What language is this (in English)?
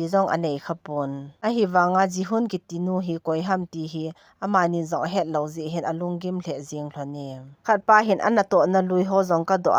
Thado Chin